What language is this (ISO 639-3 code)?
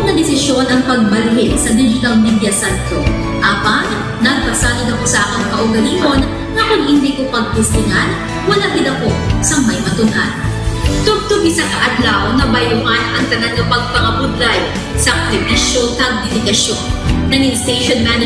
hil